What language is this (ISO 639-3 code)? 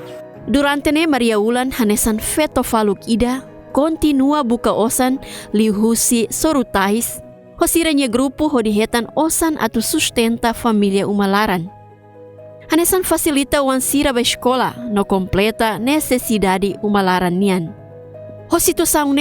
tet